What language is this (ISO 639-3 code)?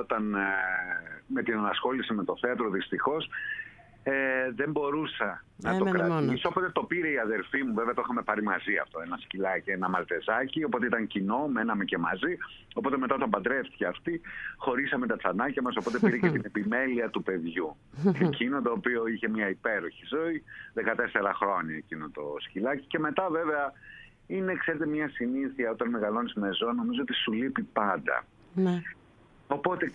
ell